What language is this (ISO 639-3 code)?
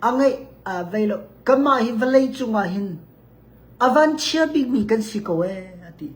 cnh